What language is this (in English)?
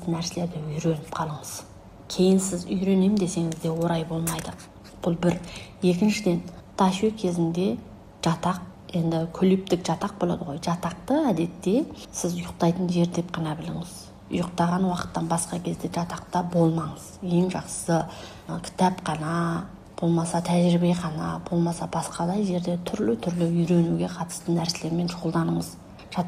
Kazakh